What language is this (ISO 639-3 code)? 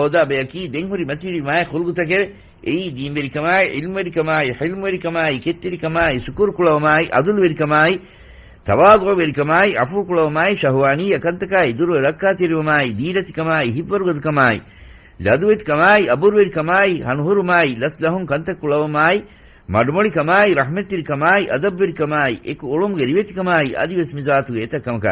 div